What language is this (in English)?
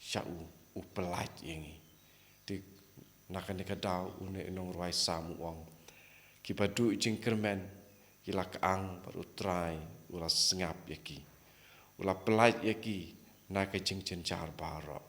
Khasi